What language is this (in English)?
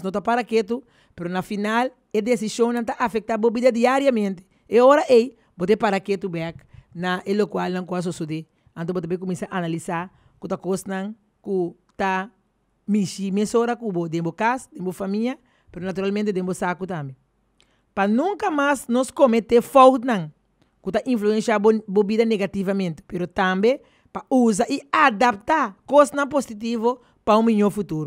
Papiamento